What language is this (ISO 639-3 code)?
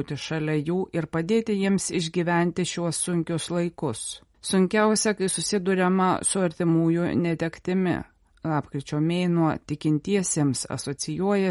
lit